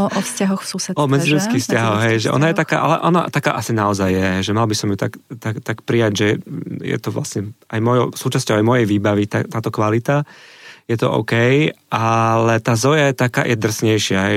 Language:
Slovak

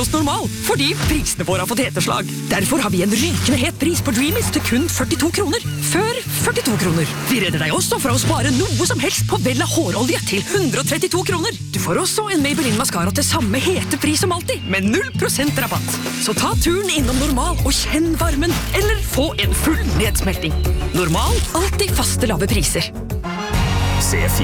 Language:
Norwegian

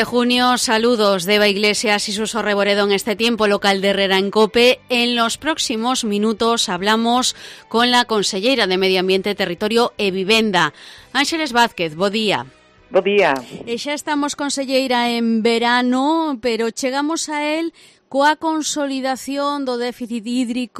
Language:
Galician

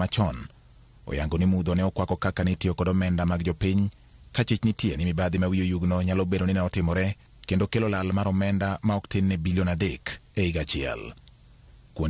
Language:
Luo (Kenya and Tanzania)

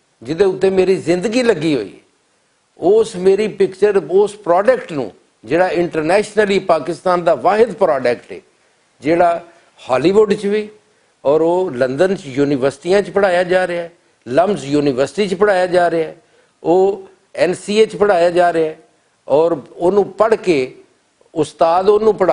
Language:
Western Panjabi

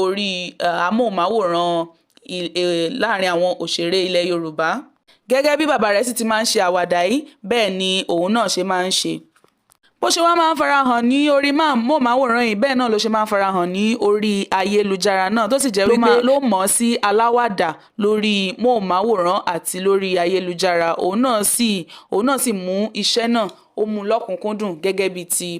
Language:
Yoruba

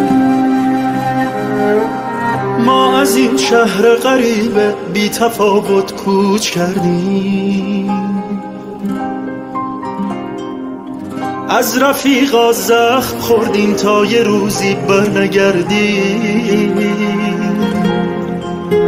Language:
Persian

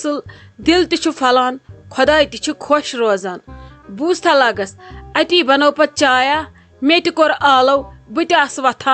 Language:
Kashmiri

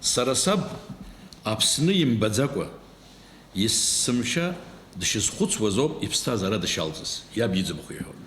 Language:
Abkhazian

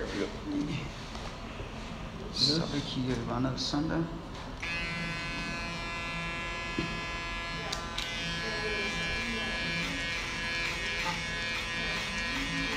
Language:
Danish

